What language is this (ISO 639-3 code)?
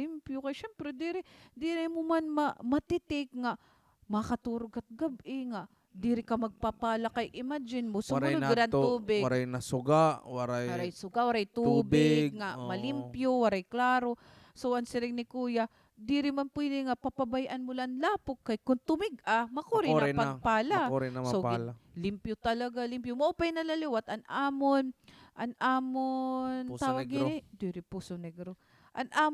war